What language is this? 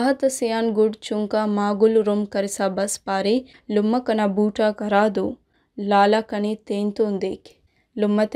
Brahui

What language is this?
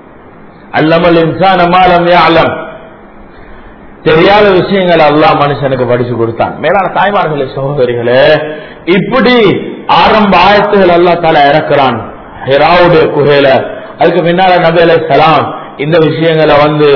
Tamil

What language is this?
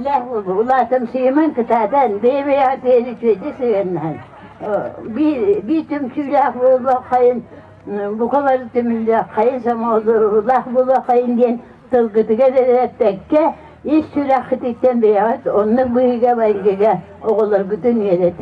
Yakut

